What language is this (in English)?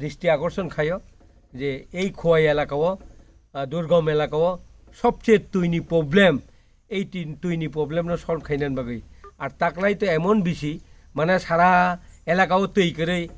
Kok Borok